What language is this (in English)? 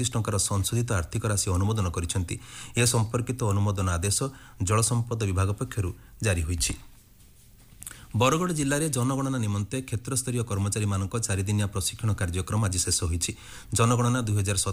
Odia